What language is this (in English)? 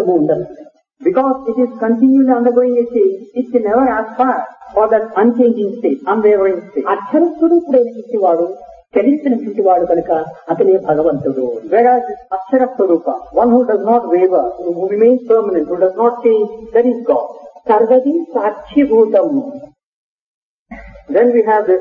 Telugu